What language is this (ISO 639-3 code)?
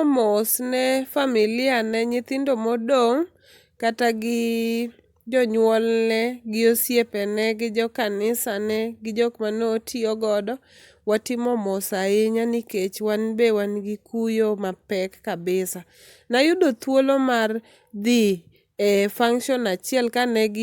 luo